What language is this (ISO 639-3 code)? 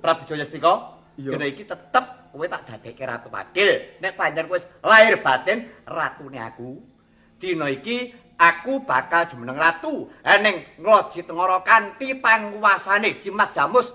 jav